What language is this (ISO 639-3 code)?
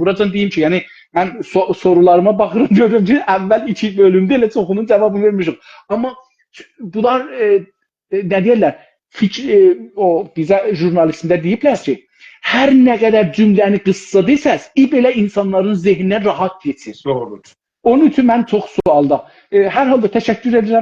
azb